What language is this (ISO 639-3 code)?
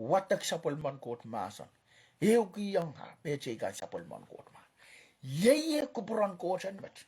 pon